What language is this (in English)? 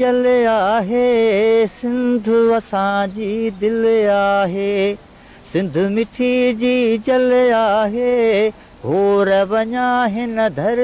Sindhi